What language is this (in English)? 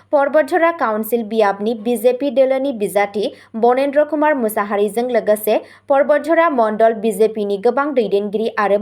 Bodo